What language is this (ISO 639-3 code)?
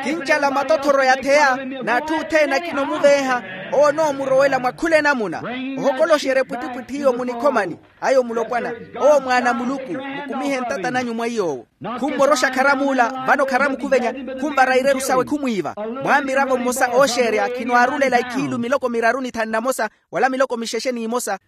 vmw